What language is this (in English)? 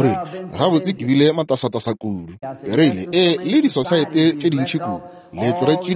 Northern Sotho